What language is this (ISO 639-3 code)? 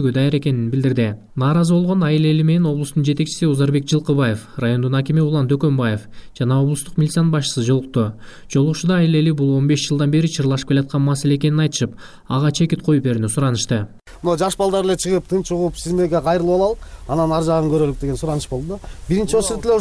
kir